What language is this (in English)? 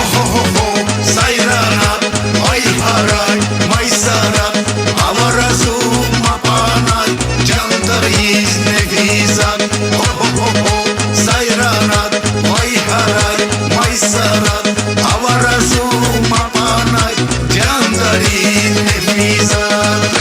Tabassaran